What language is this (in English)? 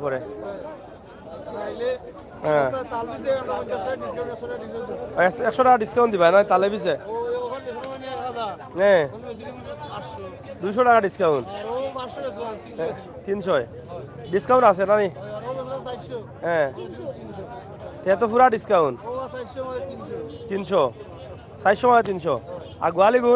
Sylheti